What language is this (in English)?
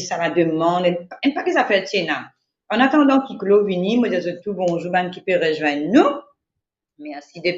Morisyen